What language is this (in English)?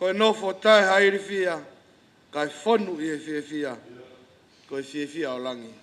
Tongan